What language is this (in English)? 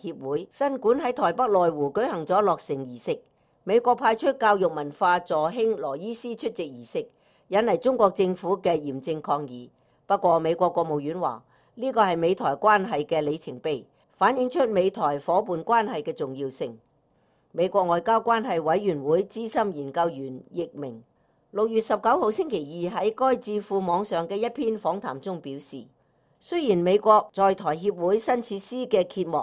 Cantonese